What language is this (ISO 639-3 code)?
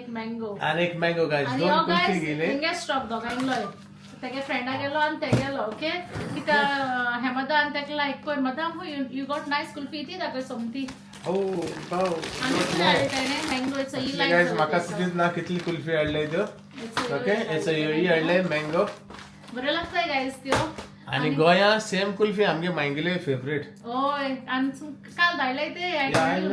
kok